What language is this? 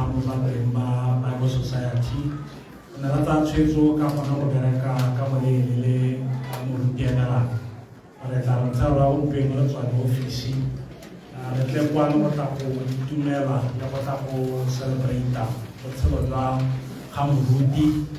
Tswana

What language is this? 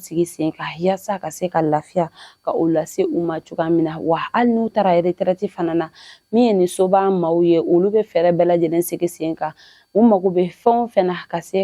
Bambara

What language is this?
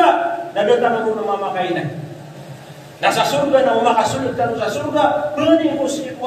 Maranao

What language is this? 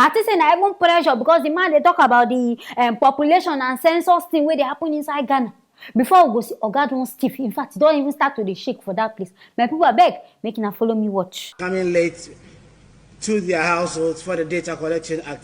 Nigerian Pidgin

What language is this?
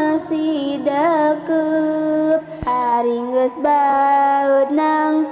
Sundanese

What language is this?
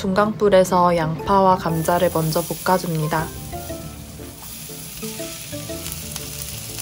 Korean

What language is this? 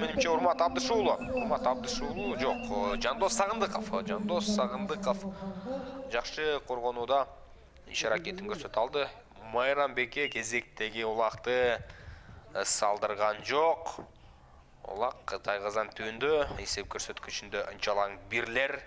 Kyrgyz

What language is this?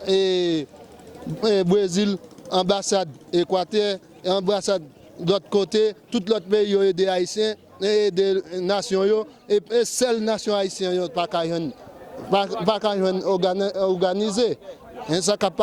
Haitian Creole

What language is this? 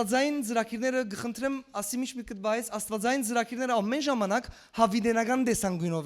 Western Armenian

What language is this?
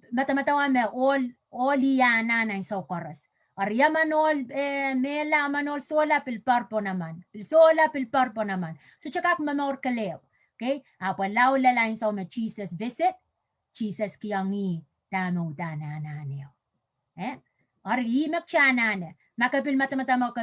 Pohnpeian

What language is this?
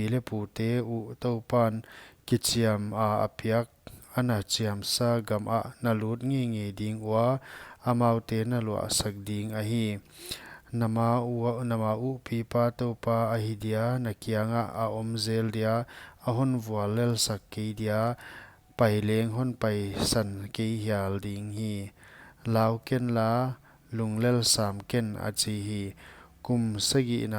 Paite Chin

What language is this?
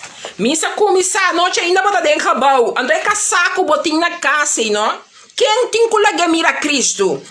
Papiamento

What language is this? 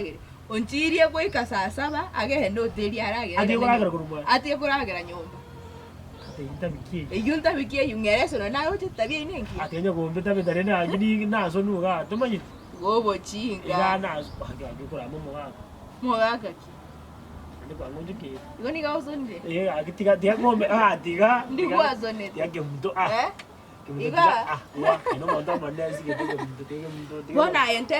Gusii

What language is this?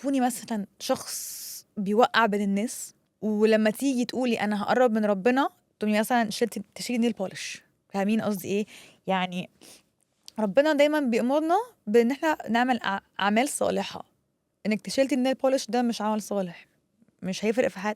Egyptian Arabic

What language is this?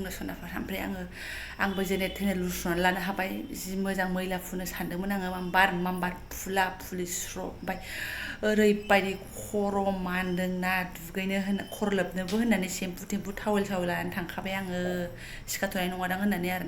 Bodo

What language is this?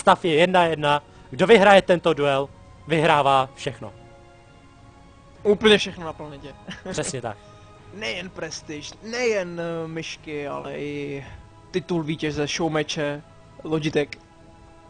Czech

